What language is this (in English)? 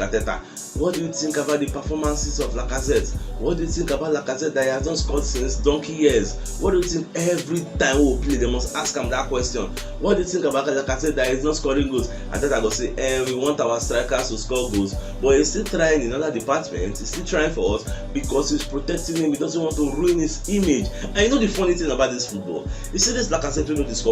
Nigerian Pidgin